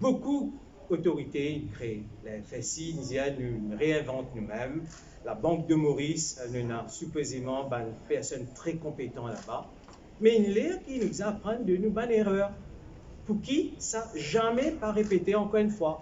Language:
Morisyen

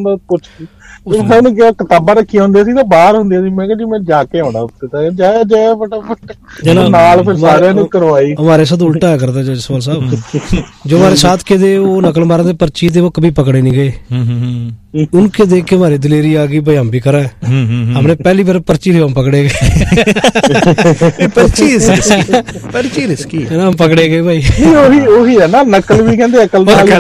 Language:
Punjabi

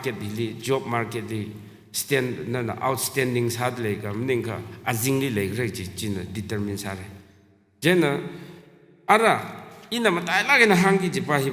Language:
Tangkhul Naga (India)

